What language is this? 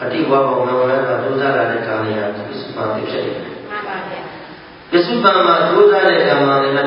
Burmese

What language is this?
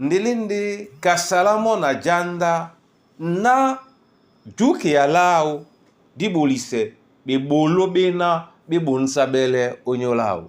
Duala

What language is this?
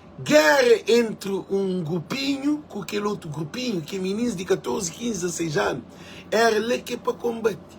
Kabuverdianu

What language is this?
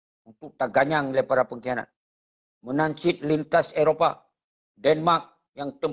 Achinese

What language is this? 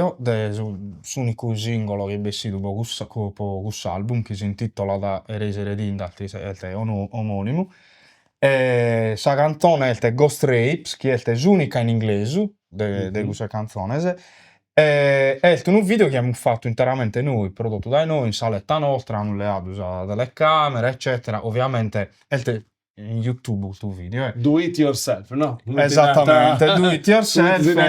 Sardinian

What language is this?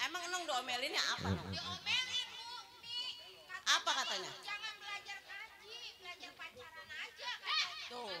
Betawi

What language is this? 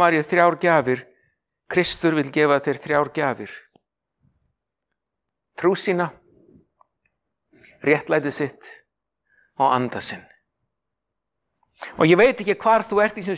Icelandic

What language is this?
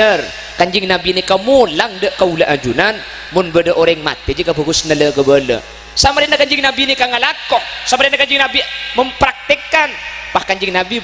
Madurese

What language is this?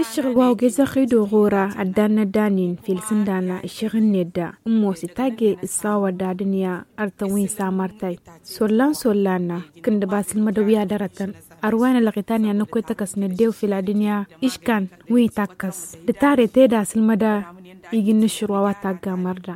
Tamasheq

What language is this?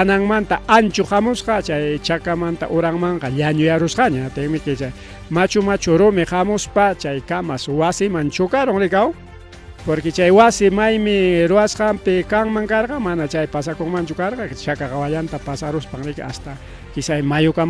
Ayacucho Quechua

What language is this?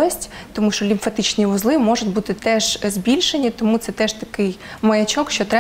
Ukrainian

